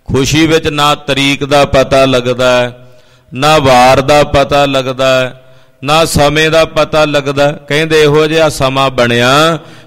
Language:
Punjabi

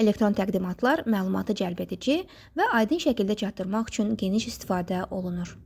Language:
Azerbaijani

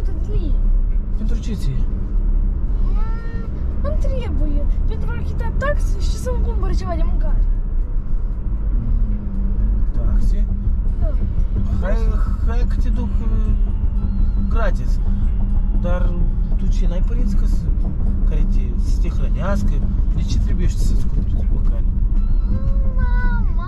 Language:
Romanian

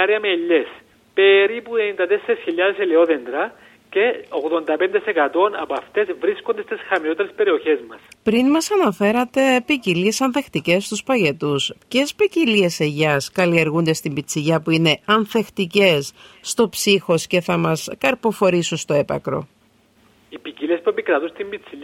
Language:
Greek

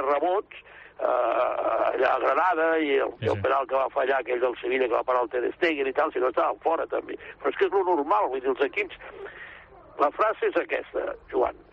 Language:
Catalan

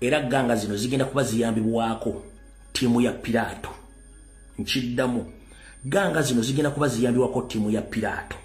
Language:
Ganda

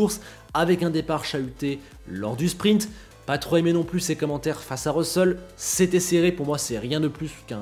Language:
French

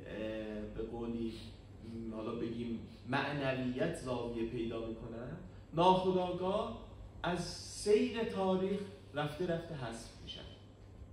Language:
Persian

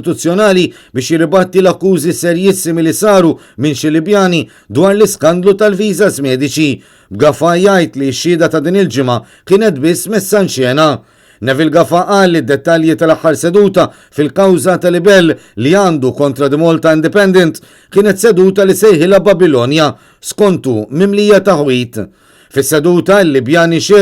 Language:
Maltese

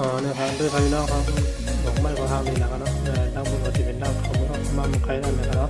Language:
Shan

